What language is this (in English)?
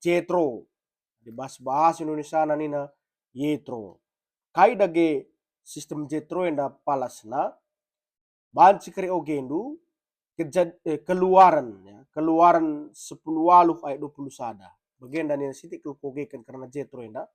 Batak Karo